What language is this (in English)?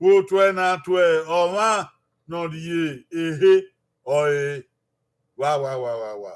Bini